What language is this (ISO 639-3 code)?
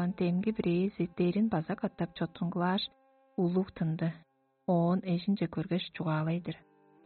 tyv